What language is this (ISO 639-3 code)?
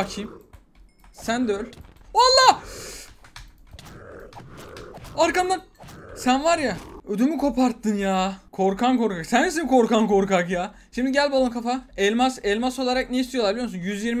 tur